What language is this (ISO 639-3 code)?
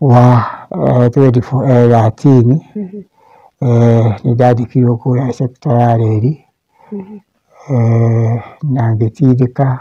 kik